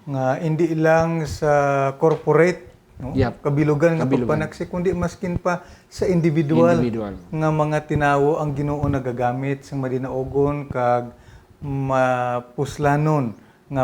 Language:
Hiligaynon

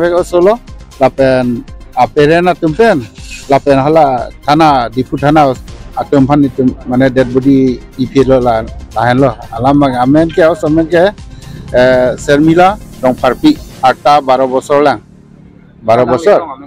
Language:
Karbi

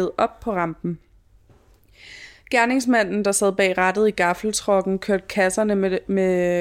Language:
Danish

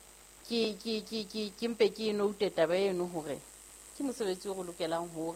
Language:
Southern Sotho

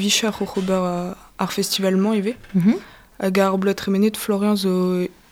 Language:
Breton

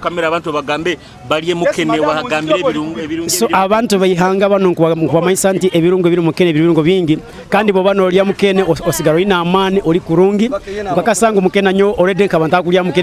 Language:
Nyoro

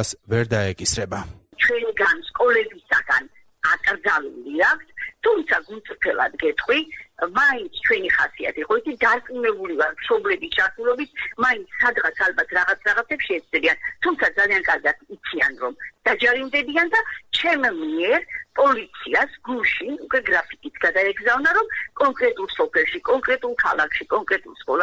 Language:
Georgian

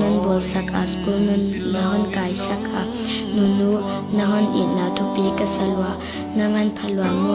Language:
Tedim Chin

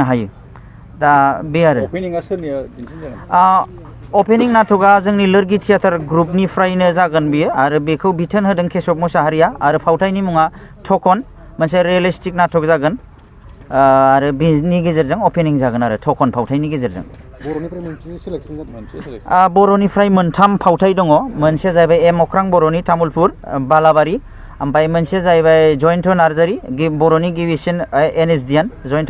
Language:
Bodo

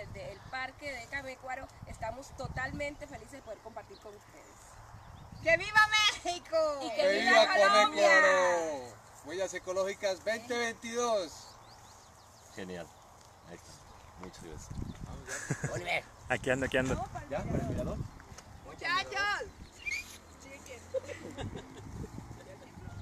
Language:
Spanish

